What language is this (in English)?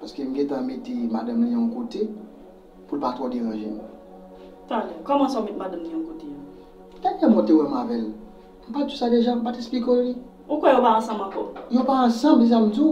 Haitian Creole